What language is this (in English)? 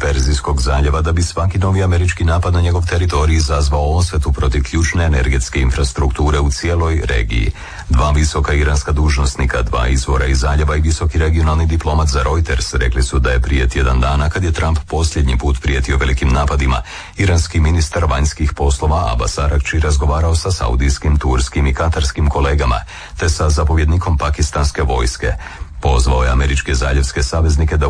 Croatian